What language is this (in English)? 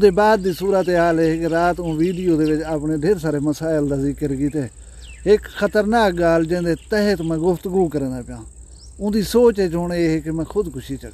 Saraiki